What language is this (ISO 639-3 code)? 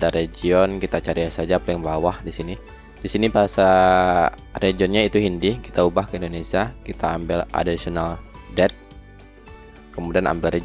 ind